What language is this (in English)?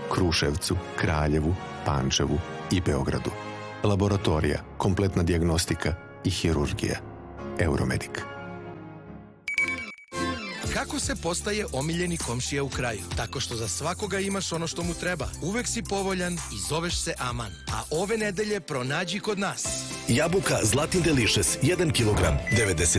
Serbian